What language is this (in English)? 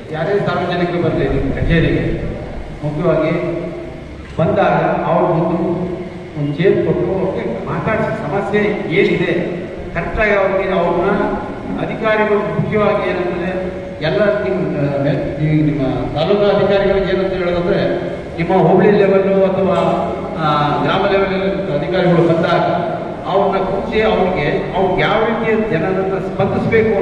Kannada